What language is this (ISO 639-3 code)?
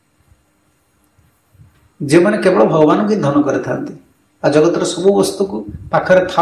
ori